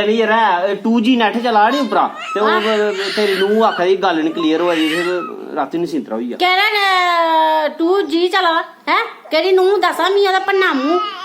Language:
Dogri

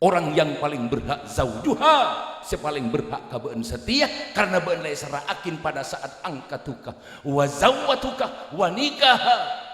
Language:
Madurese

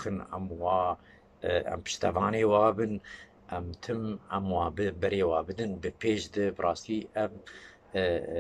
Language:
Kurdish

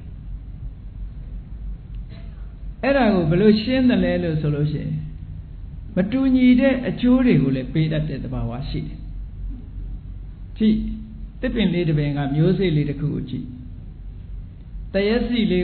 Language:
Burmese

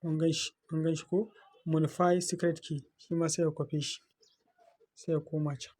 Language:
Hausa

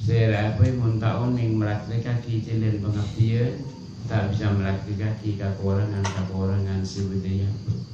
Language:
Madurese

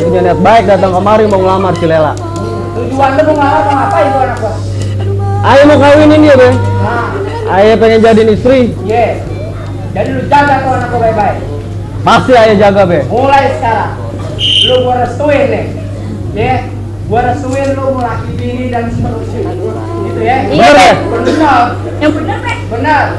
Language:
Betawi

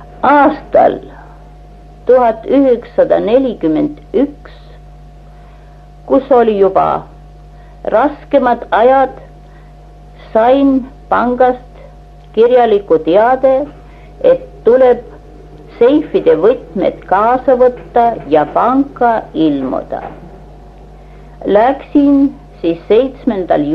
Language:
Estonian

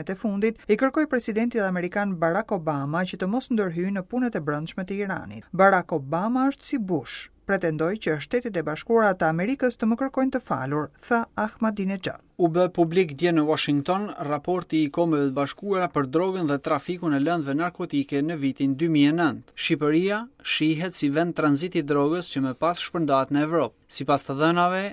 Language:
Albanian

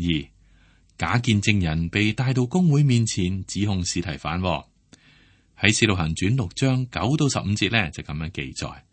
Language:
Cantonese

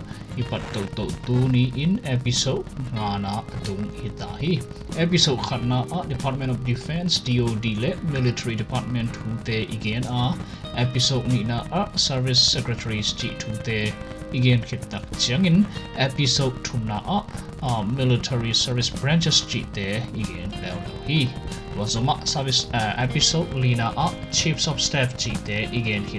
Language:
Tedim Chin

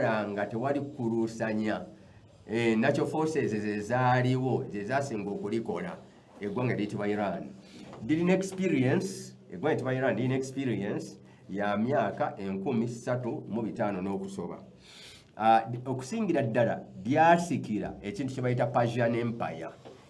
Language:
Ganda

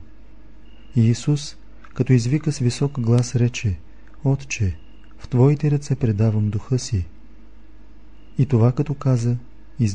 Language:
Bulgarian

